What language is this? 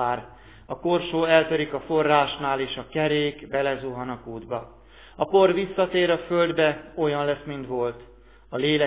Hungarian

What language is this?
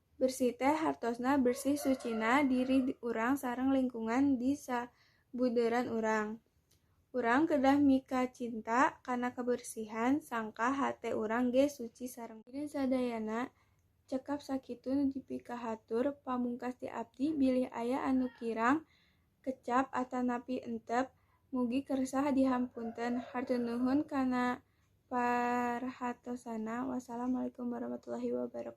Sundanese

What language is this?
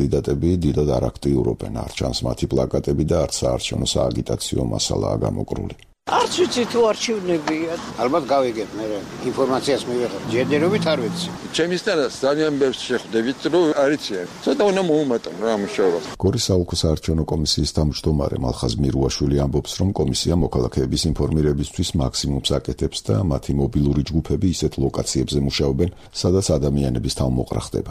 Georgian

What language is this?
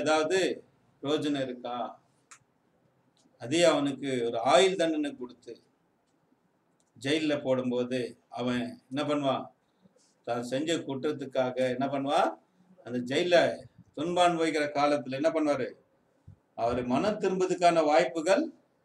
Tamil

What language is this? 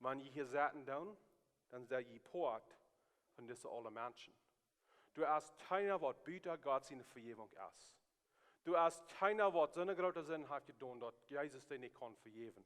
Plautdietsch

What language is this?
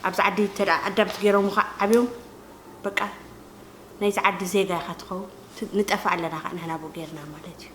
Tigrinya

